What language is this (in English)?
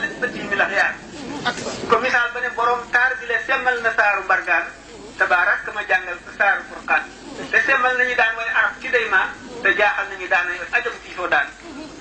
Wolof